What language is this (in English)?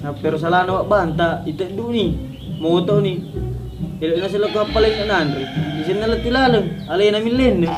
Buginese